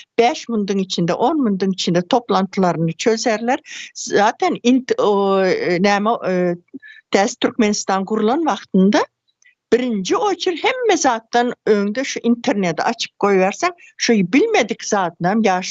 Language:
Turkmen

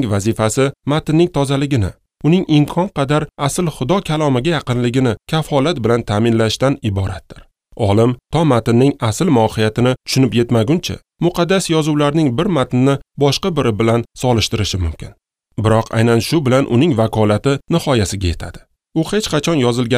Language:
Uzbek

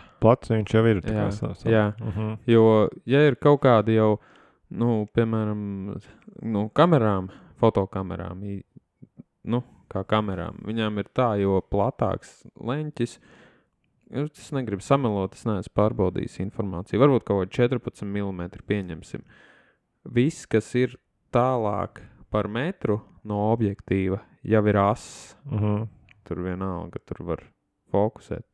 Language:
Latvian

